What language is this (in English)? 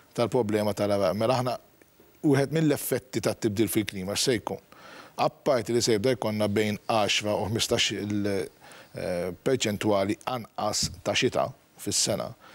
Maltese